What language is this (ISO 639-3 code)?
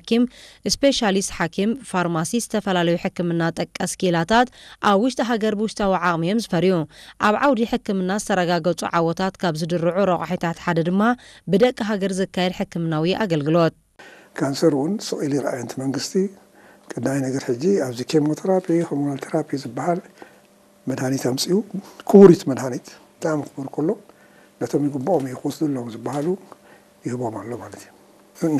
tir